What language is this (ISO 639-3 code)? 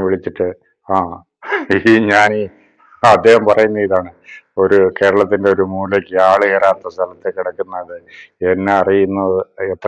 mal